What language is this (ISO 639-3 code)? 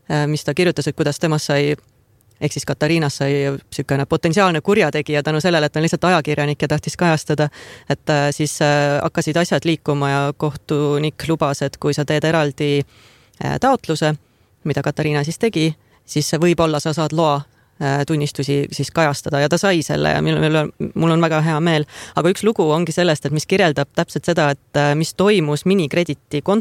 est